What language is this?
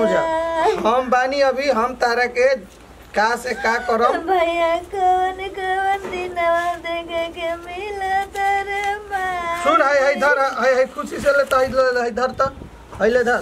Bhojpuri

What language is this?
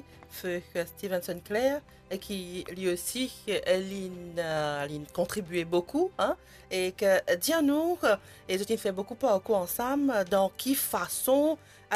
Morisyen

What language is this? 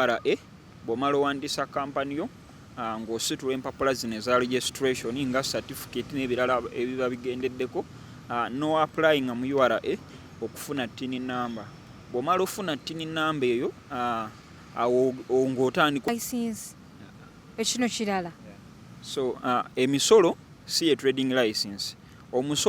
Ganda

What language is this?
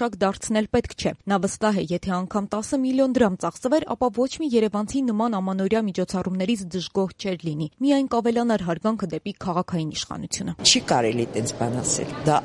Armenian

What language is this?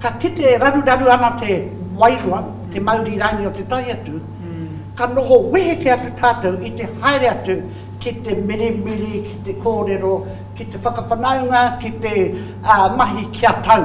Māori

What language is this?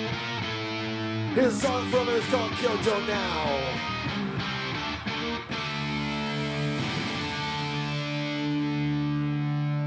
English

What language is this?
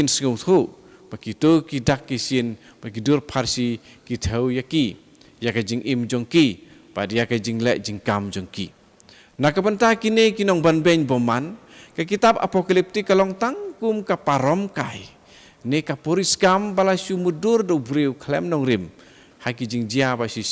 Khasi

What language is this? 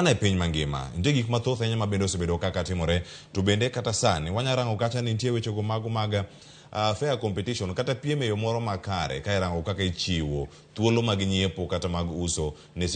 Luo (Kenya and Tanzania)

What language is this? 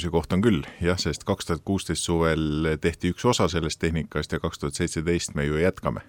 Estonian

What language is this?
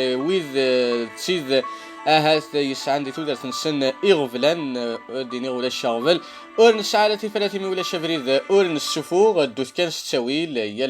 Kabyle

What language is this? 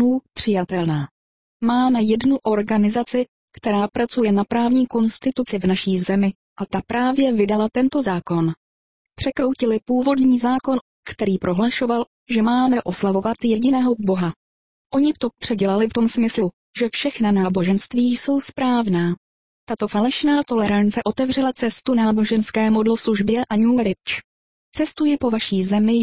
Czech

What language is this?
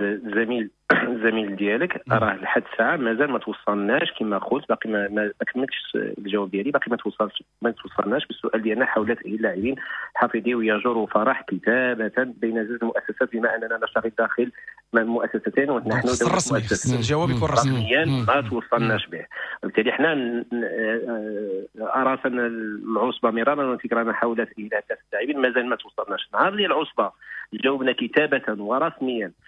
Moroccan Arabic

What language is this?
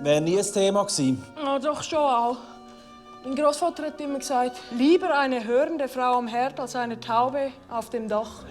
Swiss German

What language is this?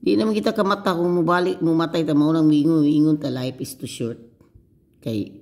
Cebuano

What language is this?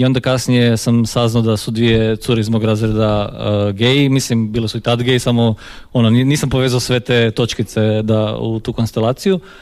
Croatian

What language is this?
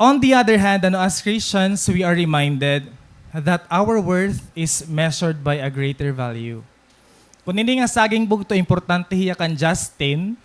Waray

